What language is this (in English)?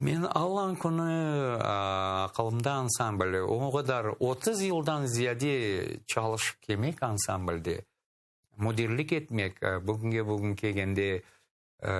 Crimean Tatar